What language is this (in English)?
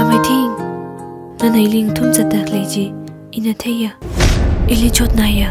Tangkhul Naga (India)